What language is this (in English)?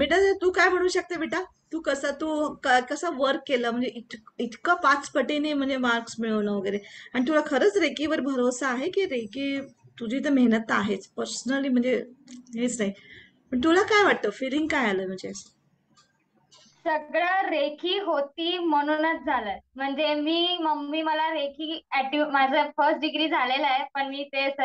Marathi